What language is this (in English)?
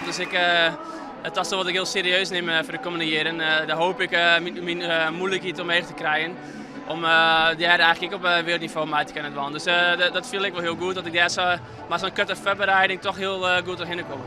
Western Frisian